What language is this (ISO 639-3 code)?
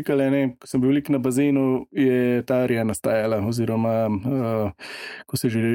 slv